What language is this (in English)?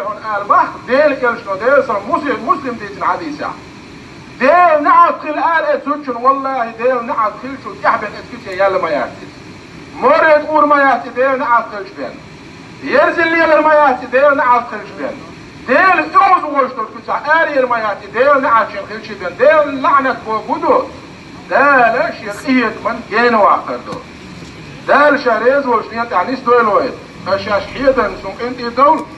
Chechen